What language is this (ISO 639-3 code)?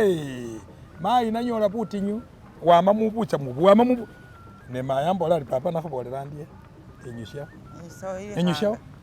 myx